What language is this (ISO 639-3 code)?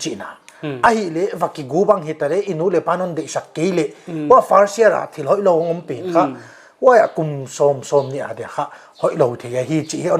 pck